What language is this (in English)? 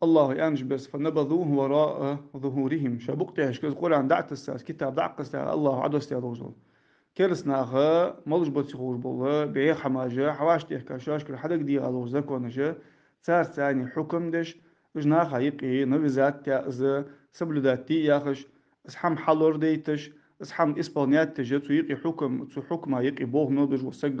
Ingush